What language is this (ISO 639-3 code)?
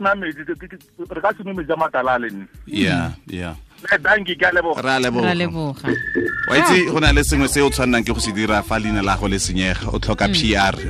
tsn